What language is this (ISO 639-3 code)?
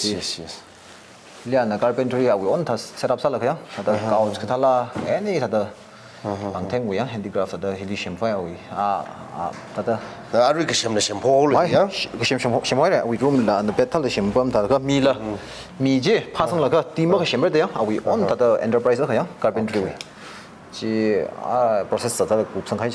nmf